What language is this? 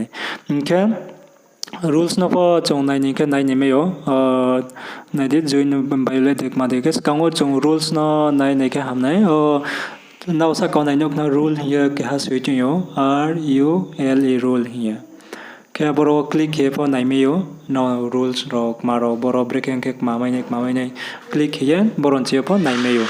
Riang (India)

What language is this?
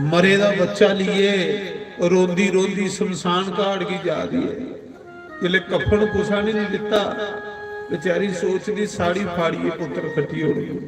Dogri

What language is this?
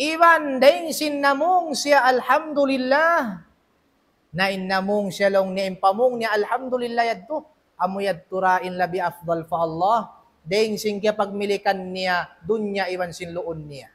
Tausug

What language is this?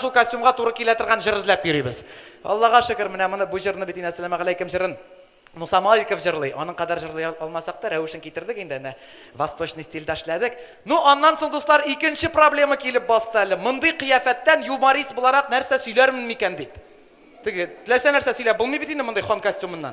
Tatar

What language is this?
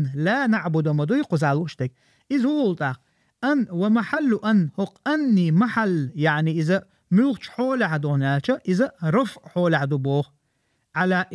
Chechen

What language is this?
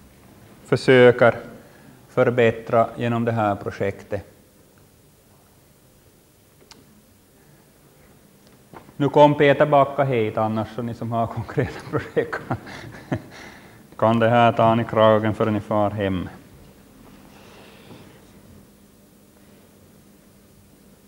Swedish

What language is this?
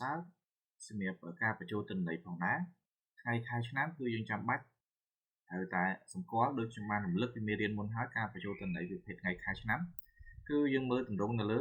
Khmer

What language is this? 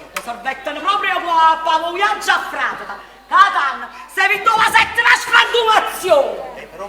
Neapolitan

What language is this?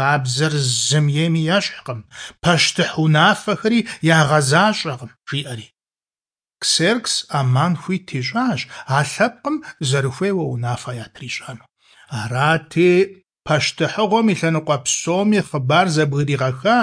Kabardian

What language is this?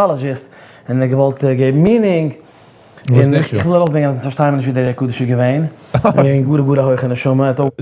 Yiddish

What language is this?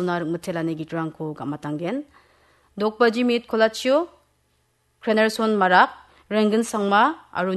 Garo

